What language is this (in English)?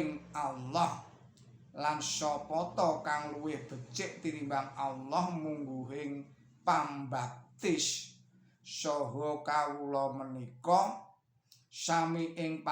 Javanese